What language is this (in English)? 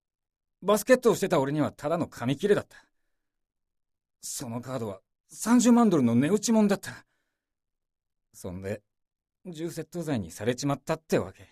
Japanese